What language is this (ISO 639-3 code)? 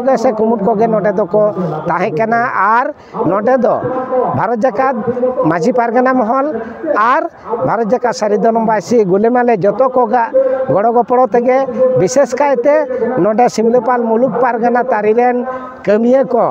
sat